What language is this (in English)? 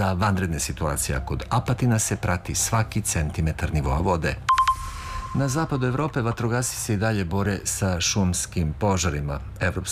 Serbian